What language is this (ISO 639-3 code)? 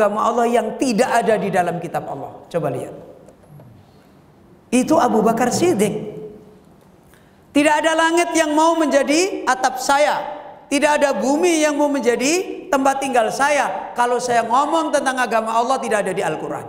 ind